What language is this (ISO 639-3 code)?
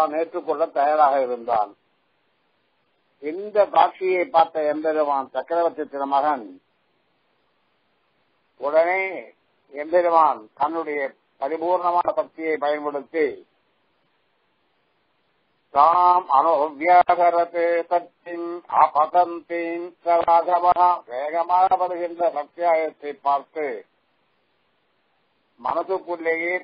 tam